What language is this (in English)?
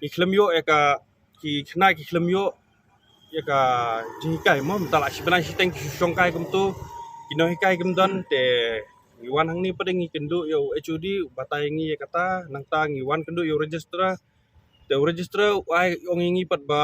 Khasi